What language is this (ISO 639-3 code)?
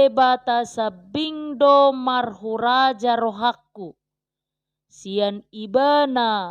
bbc